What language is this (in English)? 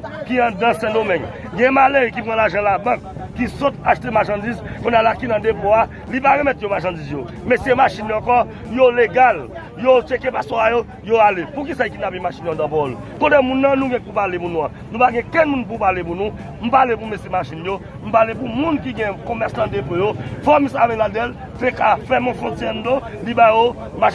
Haitian Creole